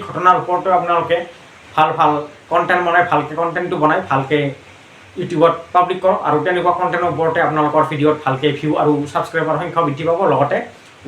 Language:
Assamese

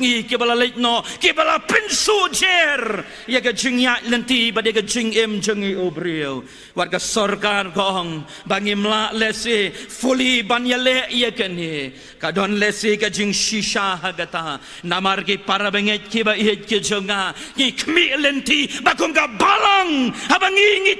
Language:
Khasi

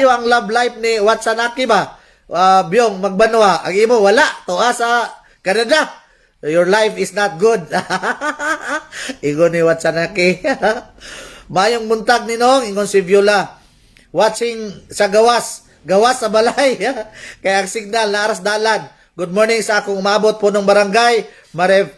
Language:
Cebuano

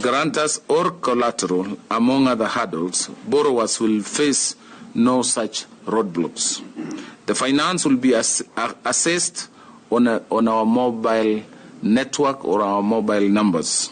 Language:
Gusii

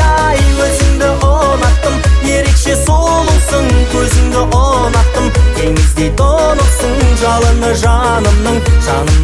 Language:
Kazakh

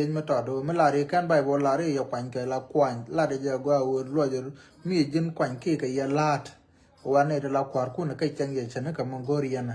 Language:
Nuer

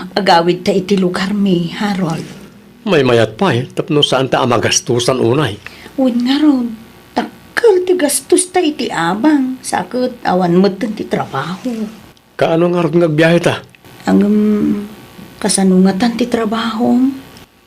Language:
Iloko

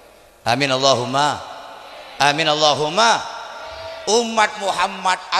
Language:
Madurese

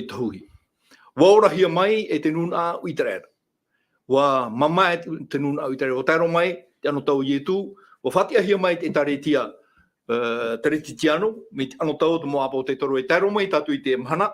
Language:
Tahitian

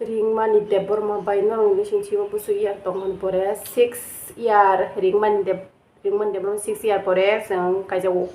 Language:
Kok Borok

